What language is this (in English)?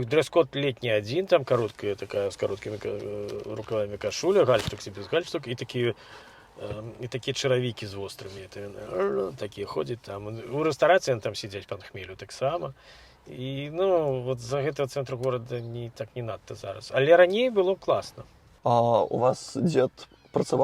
Belarusian